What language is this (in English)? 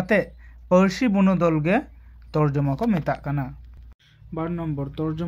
Santali